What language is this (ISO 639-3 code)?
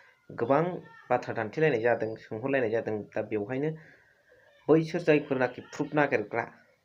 brx